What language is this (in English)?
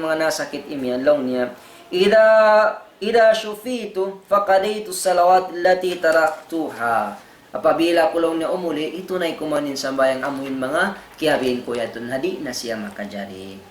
Tausug